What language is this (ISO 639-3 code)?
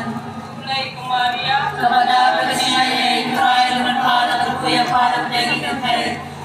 kha